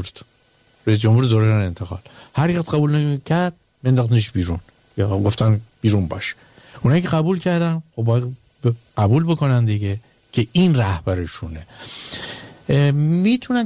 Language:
Persian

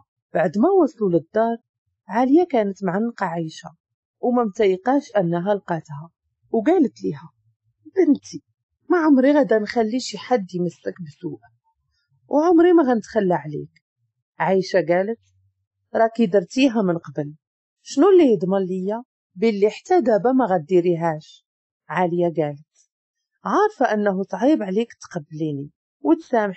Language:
Moroccan Arabic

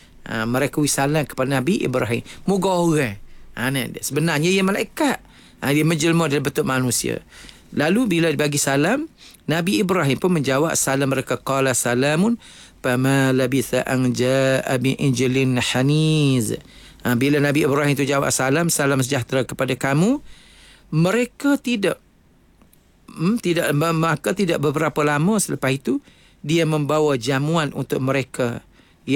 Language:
Malay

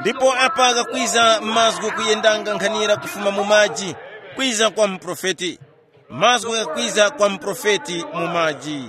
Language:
Tumbuka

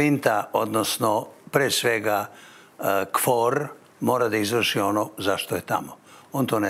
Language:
Serbian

